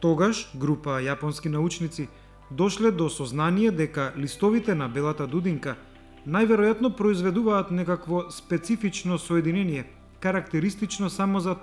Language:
Macedonian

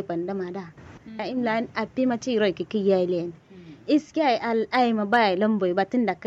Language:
Kanuri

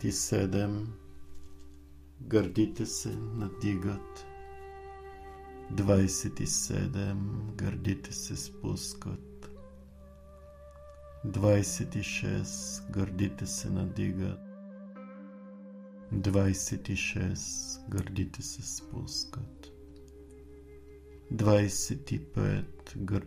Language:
Bulgarian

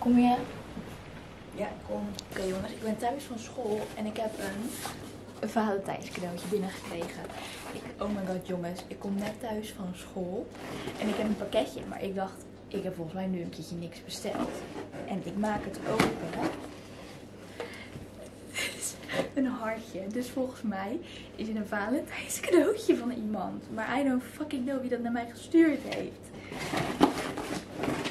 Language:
Dutch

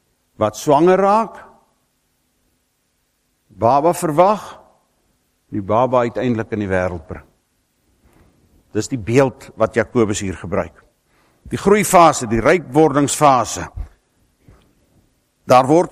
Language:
Afrikaans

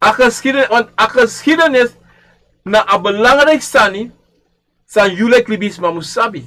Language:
Sranan Tongo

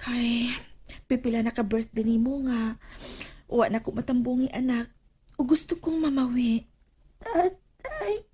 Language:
Cebuano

